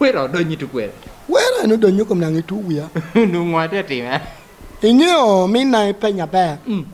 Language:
Lango (Uganda)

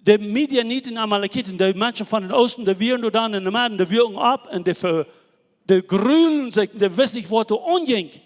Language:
Plautdietsch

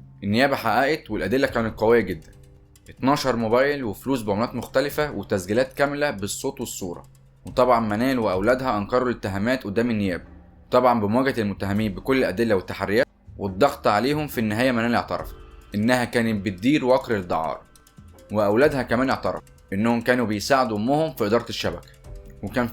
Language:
Egyptian Arabic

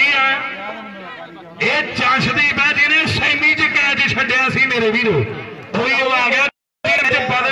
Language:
Punjabi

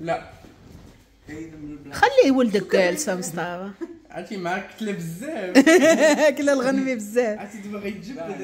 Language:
Moroccan Arabic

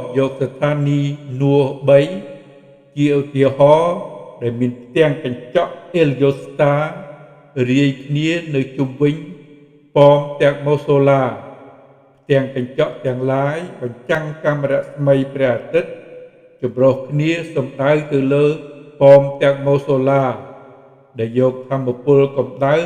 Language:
Khmer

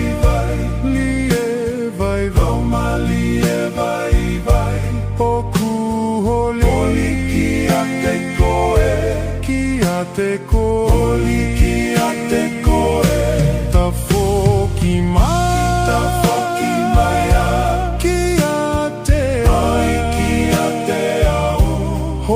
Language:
Tongan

